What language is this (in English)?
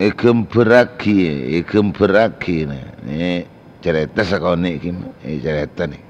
Madurese